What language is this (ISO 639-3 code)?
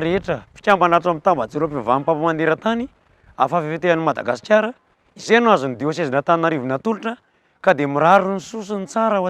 mlg